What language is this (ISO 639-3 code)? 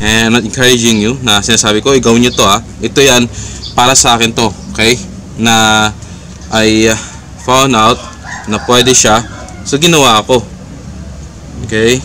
fil